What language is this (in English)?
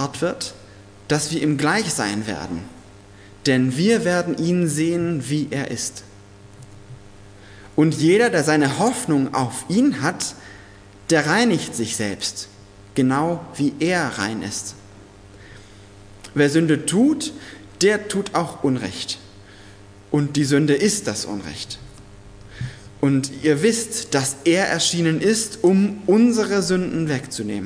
German